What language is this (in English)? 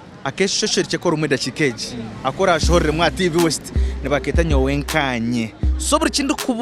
Nyankole